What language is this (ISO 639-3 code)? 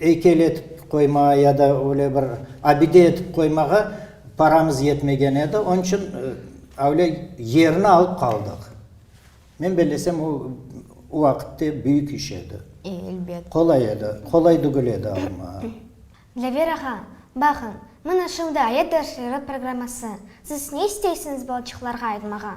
crh